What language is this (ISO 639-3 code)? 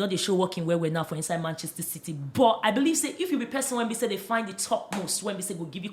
pcm